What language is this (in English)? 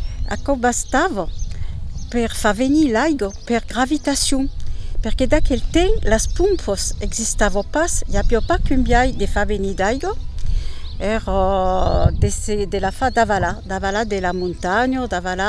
Occitan